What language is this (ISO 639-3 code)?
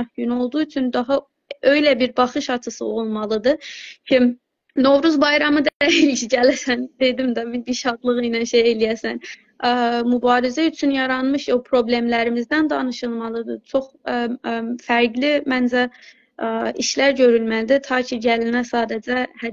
azb